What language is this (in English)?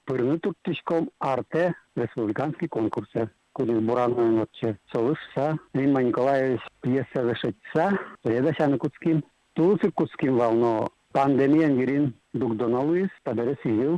Udmurt